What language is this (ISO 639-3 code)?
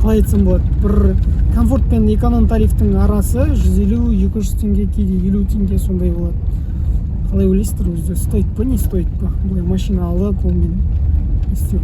kaz